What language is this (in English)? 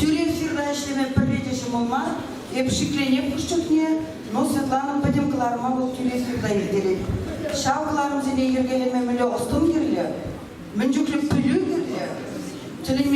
Chuvash